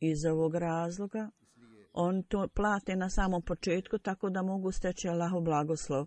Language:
Bosnian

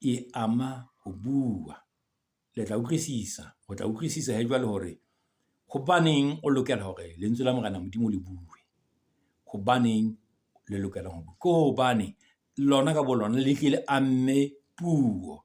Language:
Southern Sotho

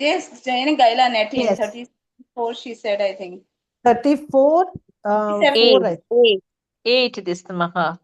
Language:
Konkani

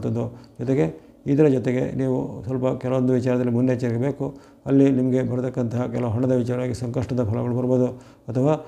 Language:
Kannada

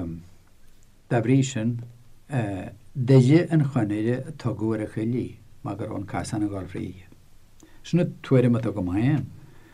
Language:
Irish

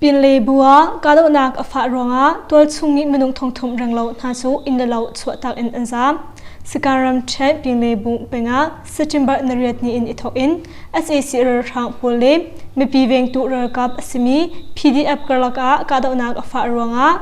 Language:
Hakha Chin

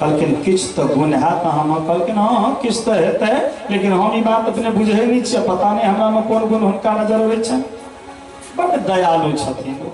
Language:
Maithili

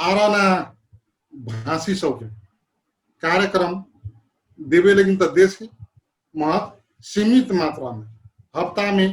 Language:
Dangaura Tharu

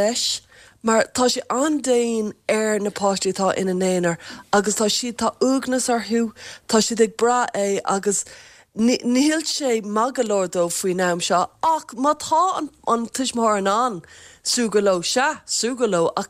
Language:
Irish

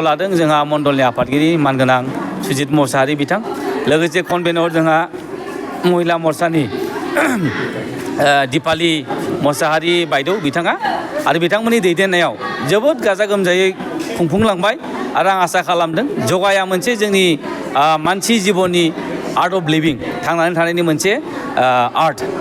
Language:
Bodo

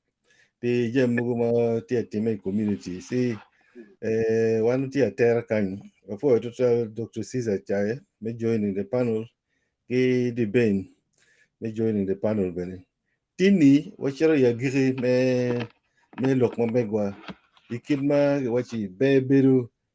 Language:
Acoli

